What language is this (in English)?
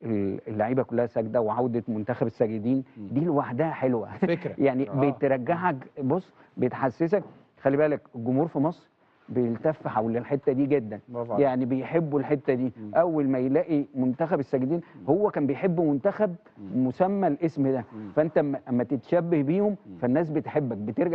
Egyptian Arabic